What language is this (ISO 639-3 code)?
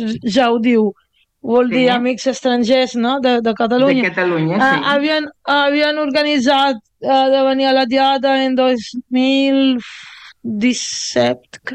cat